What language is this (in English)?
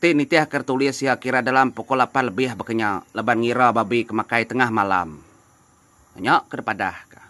Iban